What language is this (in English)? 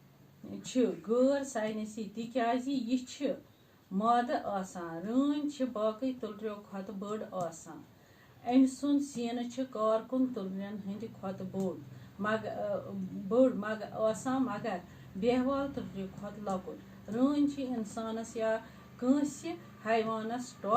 Kashmiri